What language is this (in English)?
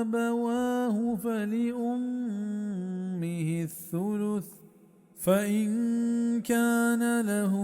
Baluchi